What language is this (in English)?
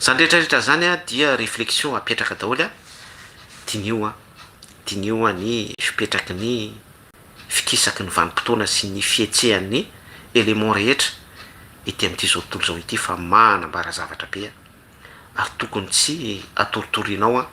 Malagasy